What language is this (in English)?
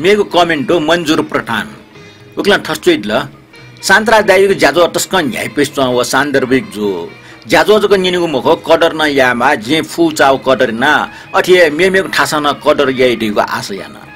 Newari